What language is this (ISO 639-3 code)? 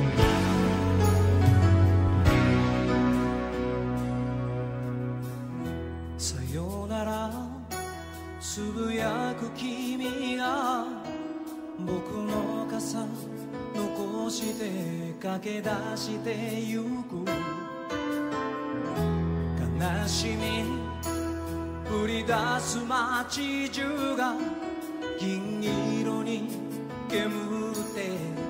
jpn